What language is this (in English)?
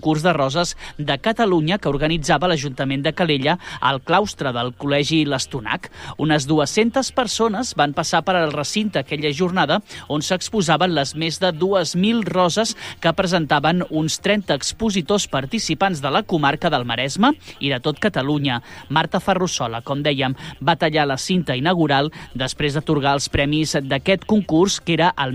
Catalan